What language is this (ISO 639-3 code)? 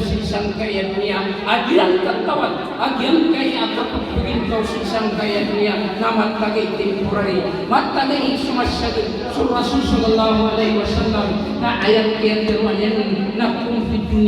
mrw